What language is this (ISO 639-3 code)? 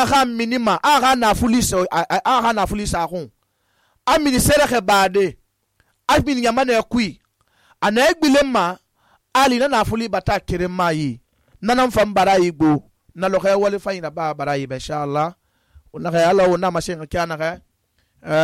sus